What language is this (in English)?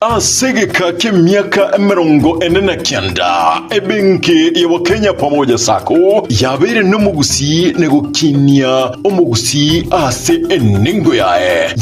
Gusii